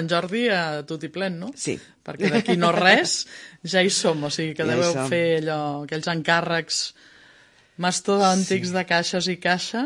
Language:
Catalan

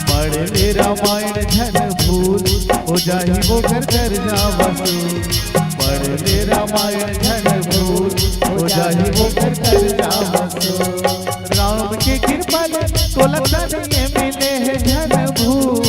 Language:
Chhattisgarhi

